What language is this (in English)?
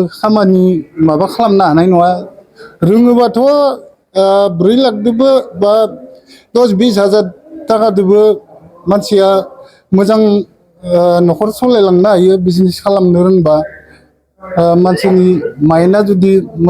Bodo